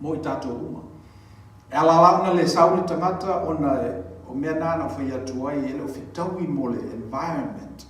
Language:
Samoan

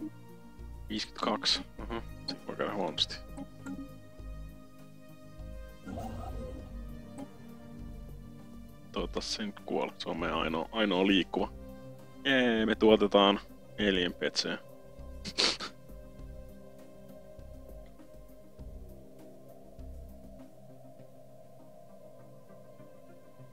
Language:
Finnish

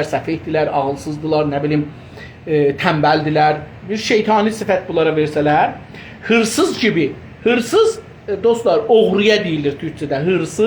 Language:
South Azerbaijani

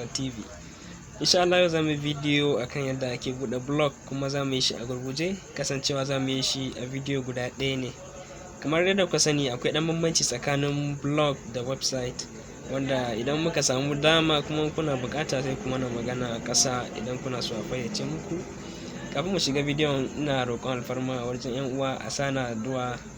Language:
Hausa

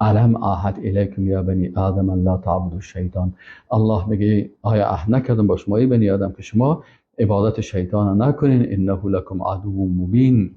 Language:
Persian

